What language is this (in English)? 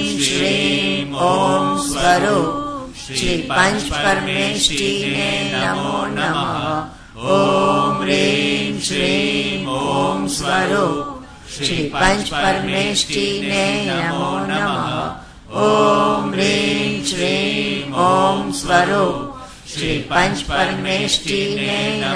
Gujarati